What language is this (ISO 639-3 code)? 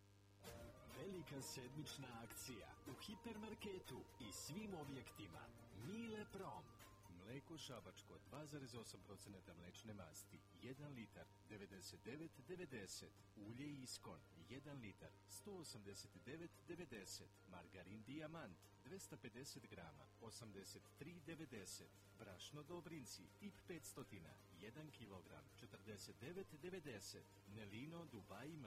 srp